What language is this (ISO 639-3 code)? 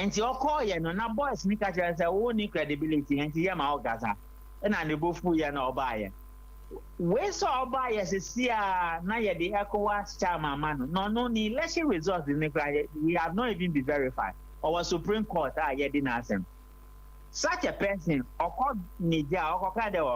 aka